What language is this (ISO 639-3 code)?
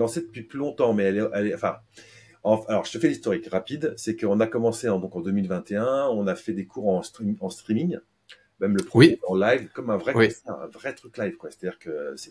fra